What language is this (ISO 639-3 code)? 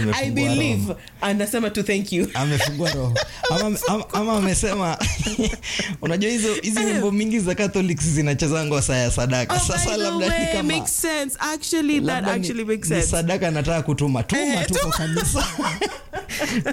swa